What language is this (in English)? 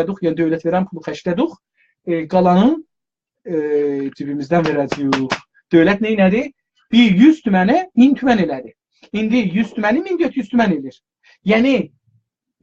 South Azerbaijani